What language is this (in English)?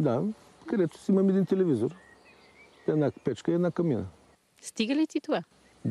Bulgarian